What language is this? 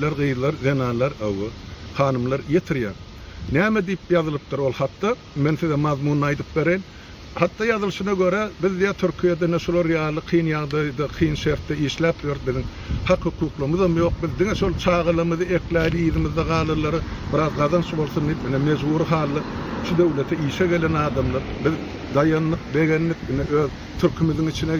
Turkmen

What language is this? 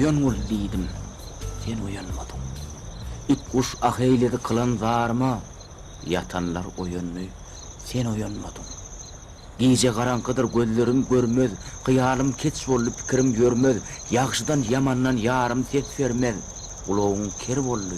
Turkmen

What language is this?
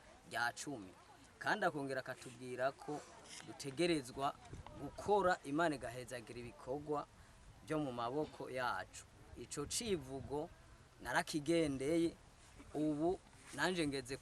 Rundi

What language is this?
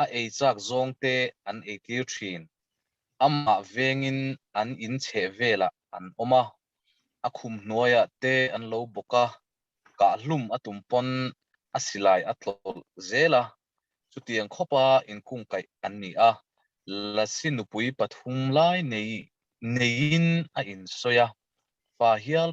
Mizo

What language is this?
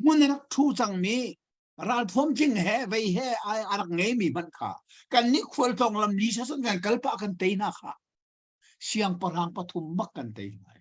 Hakha Chin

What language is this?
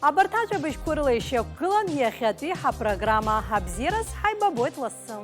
Abkhazian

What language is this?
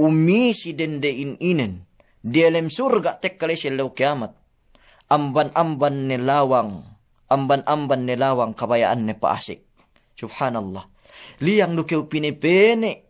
Yakan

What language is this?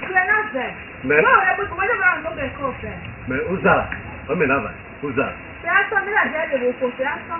Esan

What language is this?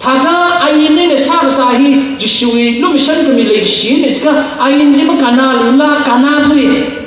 Tangkhul Naga (India)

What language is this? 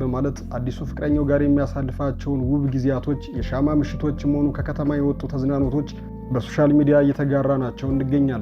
Amharic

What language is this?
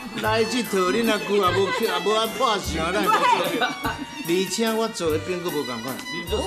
Min Nan Chinese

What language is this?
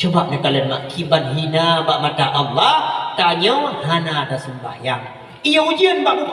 Achinese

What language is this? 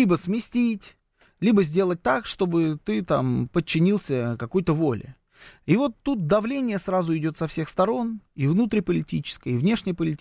Russian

